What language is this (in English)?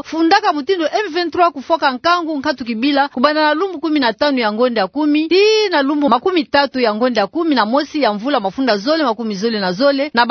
Kituba (Democratic Republic of Congo)